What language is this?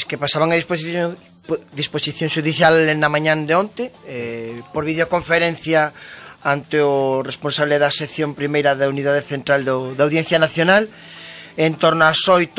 Galician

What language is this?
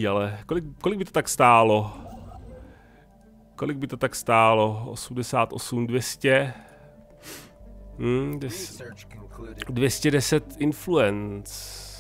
Czech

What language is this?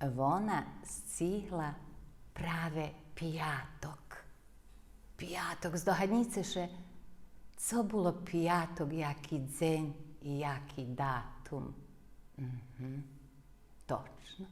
Rusyn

